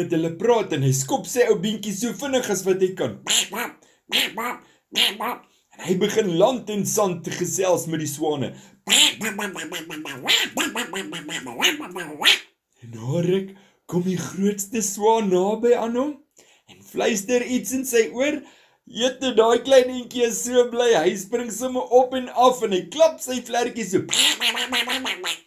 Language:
Afrikaans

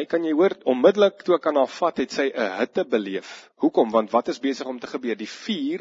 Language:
Afrikaans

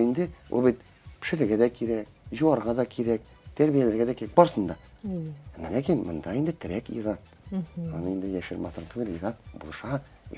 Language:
Tatar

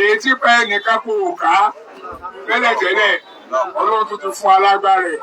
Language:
Yoruba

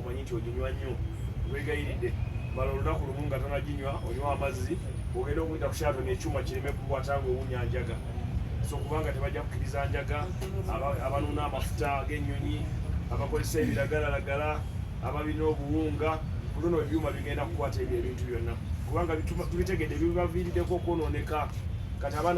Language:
Ganda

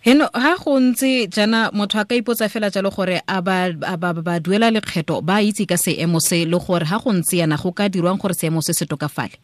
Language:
Tswana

